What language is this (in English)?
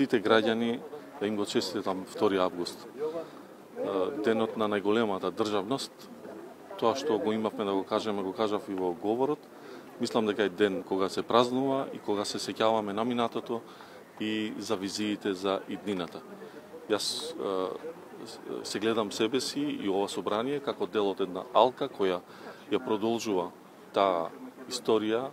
Macedonian